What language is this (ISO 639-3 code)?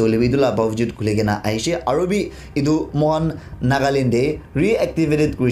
nag